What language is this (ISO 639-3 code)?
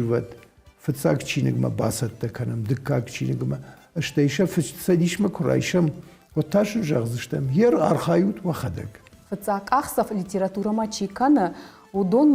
oss